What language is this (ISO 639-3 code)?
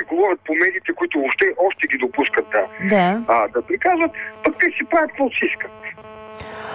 bul